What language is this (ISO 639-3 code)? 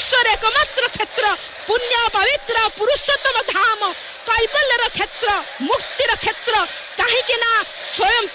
ori